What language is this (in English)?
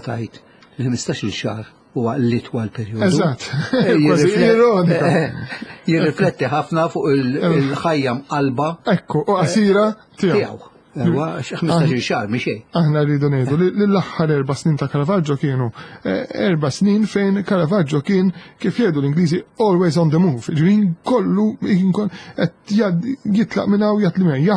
Maltese